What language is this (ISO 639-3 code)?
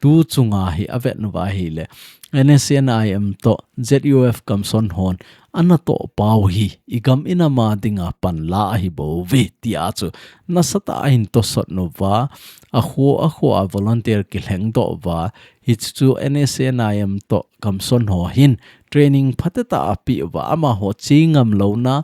tcz